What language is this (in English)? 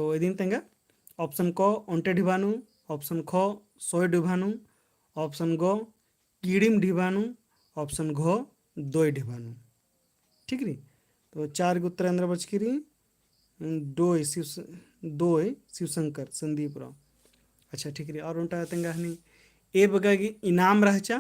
Kurukh